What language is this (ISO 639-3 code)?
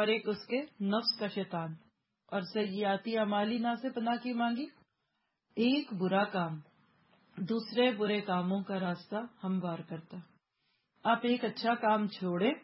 urd